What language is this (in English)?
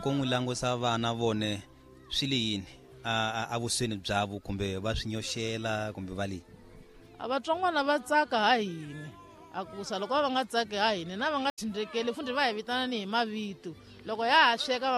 Tsonga